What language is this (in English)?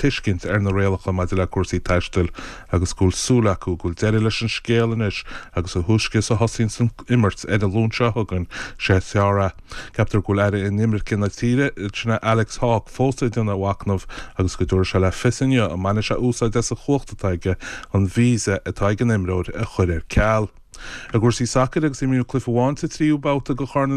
Irish